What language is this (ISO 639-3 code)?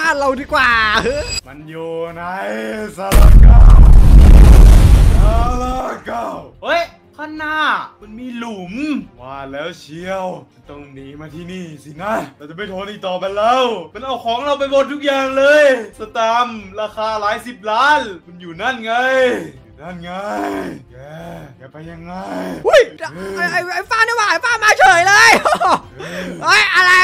tha